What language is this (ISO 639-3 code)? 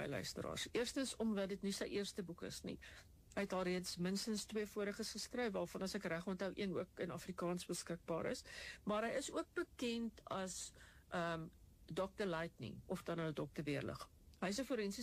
afr